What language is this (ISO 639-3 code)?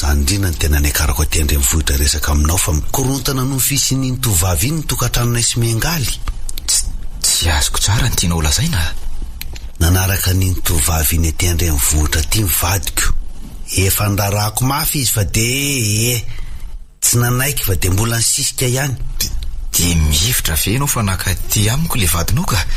mlg